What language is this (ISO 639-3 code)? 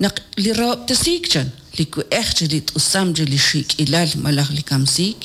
kek